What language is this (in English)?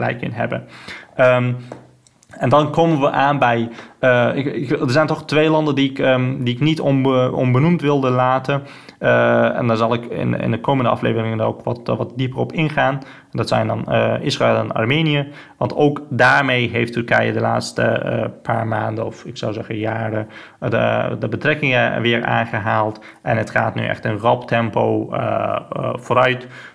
Dutch